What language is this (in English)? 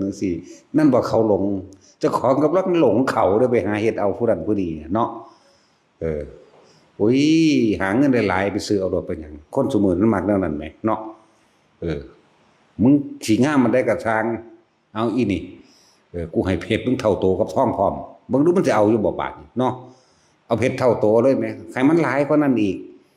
Northeastern Thai